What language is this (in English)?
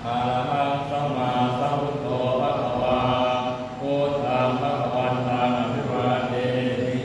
Pali